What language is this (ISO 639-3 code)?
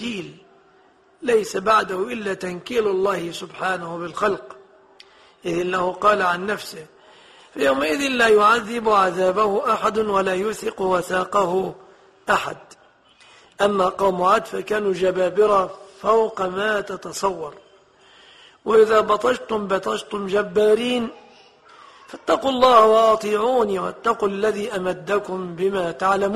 ara